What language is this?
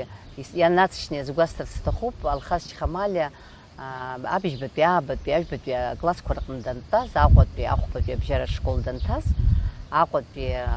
Abkhazian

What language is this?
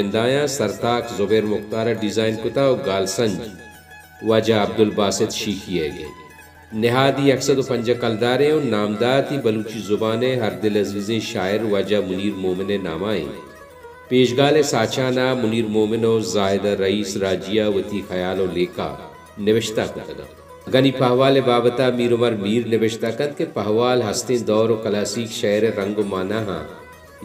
Baluchi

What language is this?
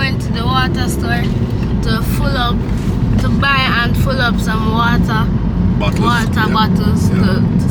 Jamaican Creole English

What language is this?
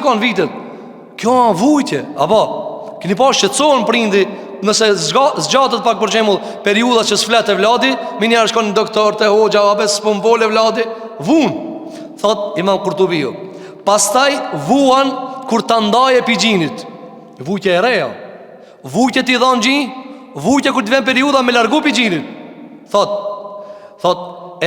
Albanian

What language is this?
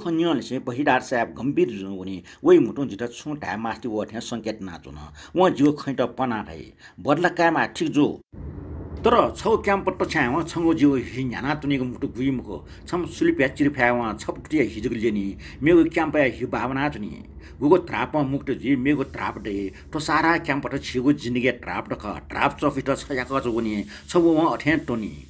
Newari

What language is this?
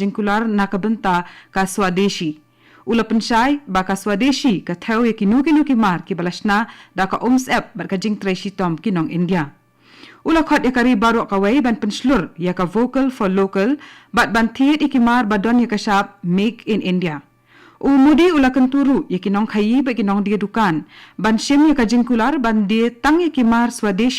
Khasi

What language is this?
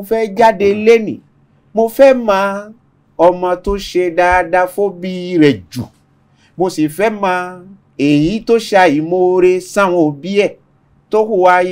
Yoruba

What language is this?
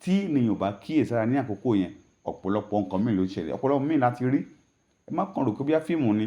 Yoruba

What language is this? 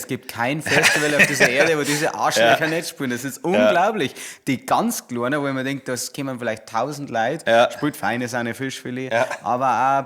Bavarian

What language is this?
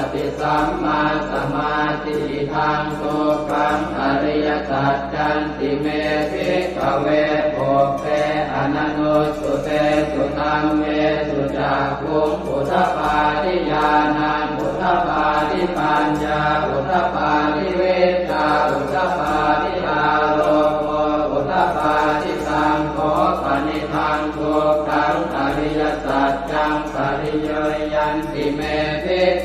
Pali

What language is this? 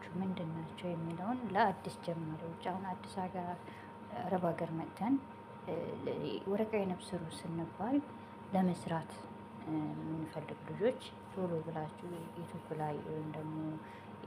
Amharic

